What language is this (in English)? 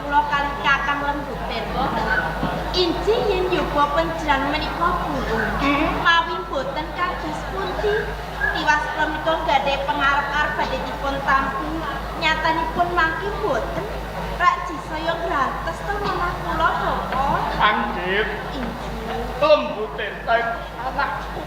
Javanese